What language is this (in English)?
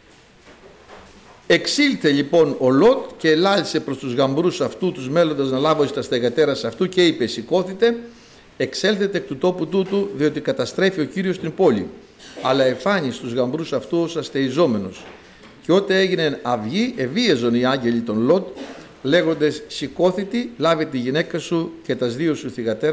Greek